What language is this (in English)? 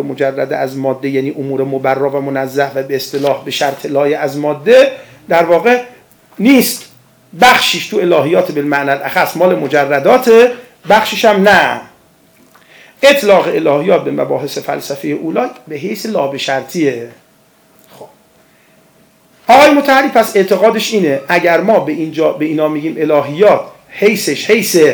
Persian